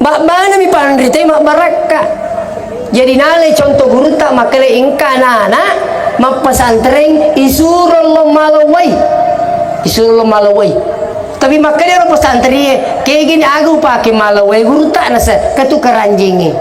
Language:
Buginese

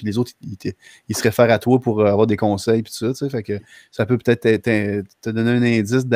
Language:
French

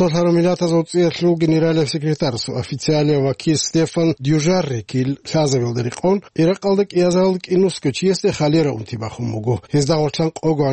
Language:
Avaric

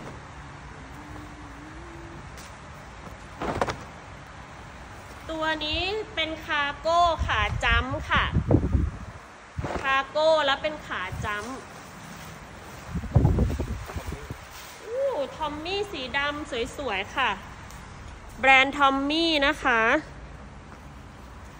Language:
Thai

